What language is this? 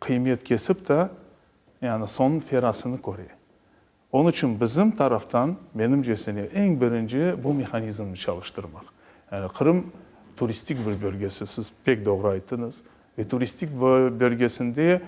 Crimean Tatar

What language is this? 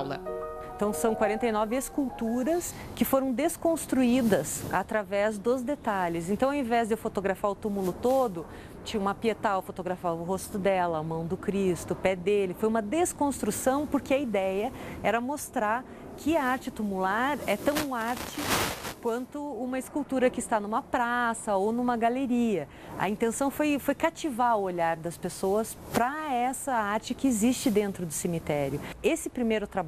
Portuguese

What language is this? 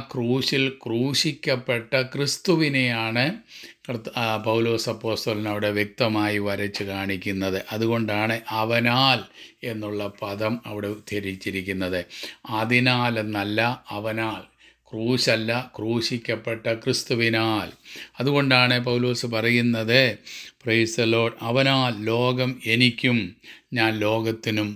Malayalam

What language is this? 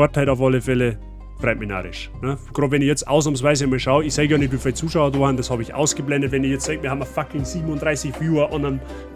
Bavarian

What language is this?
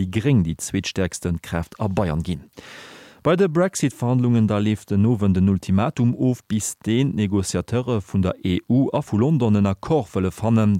Luxembourgish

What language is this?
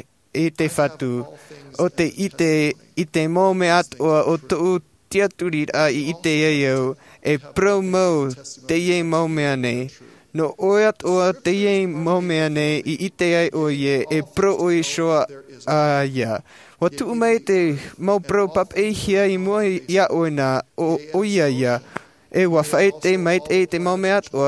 Tahitian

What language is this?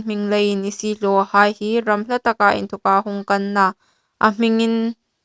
Hmar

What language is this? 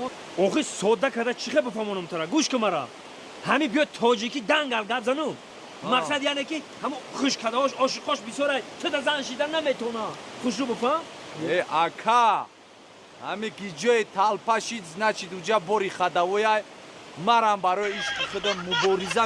Tajik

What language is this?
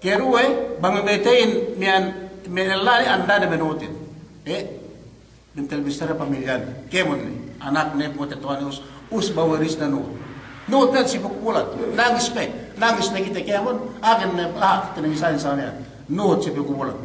Yakan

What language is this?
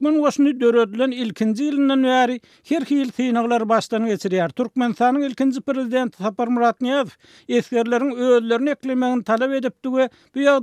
Turkmen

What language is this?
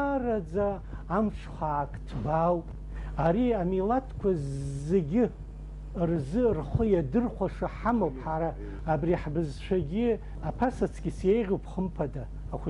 Abkhazian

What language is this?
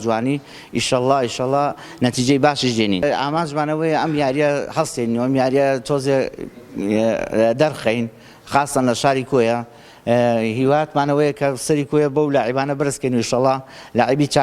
Central Kurdish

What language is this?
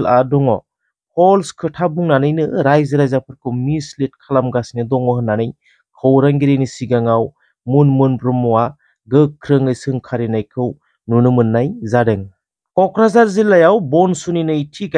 Bodo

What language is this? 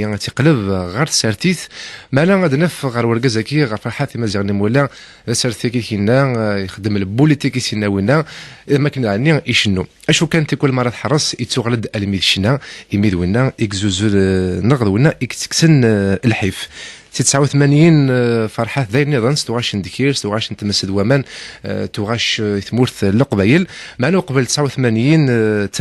Kabyle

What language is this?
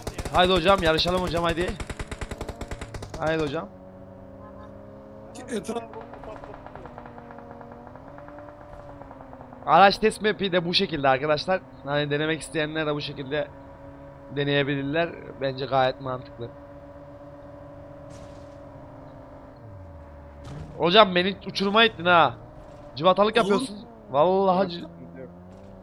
Turkish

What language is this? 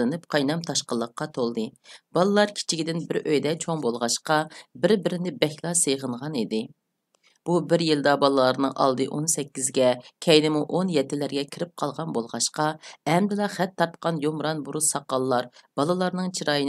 Uyghur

